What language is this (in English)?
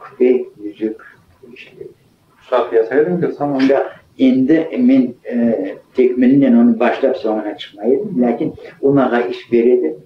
Crimean Tatar